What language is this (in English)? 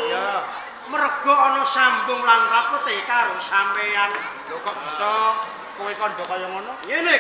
Javanese